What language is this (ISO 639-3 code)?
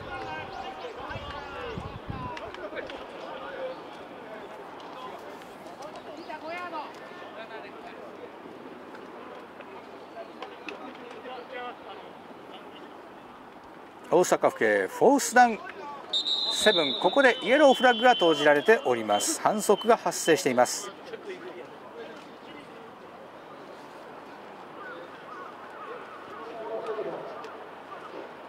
jpn